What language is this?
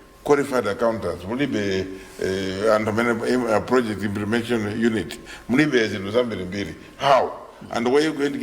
Nyanja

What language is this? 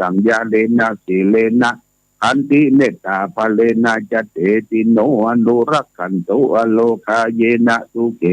Pali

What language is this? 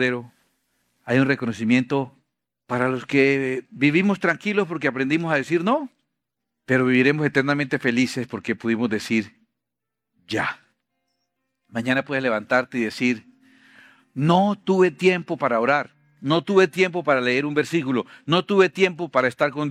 Spanish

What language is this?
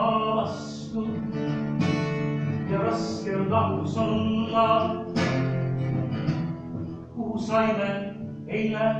Estonian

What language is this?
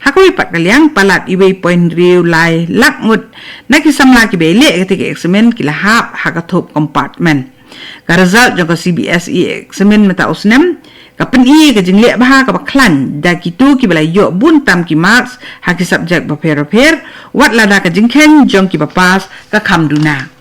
Khasi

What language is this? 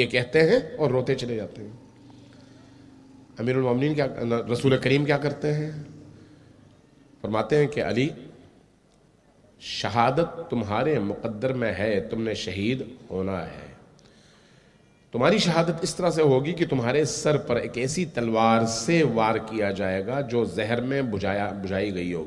Urdu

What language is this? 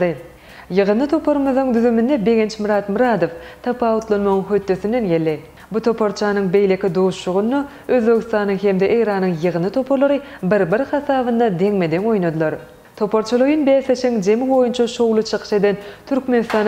Turkmen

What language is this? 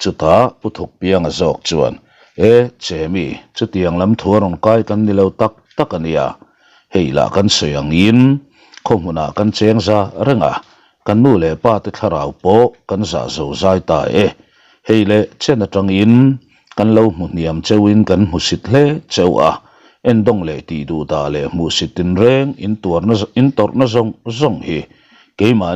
Mizo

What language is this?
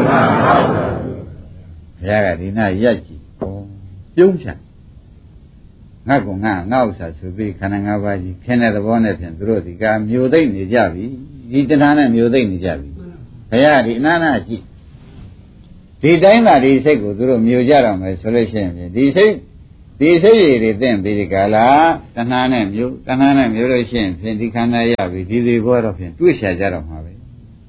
Burmese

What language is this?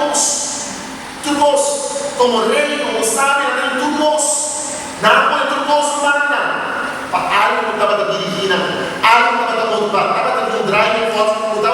Papiamento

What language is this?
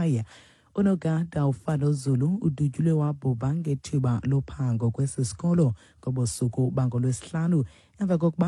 Xhosa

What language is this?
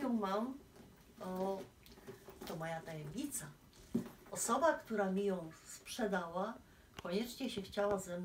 Silesian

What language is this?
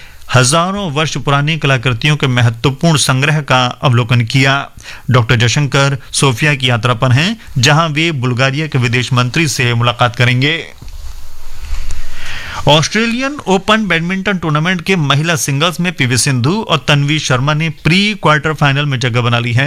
Hindi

